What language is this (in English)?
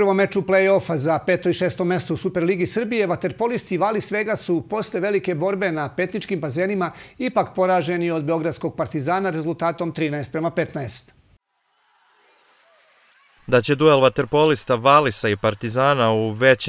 Serbian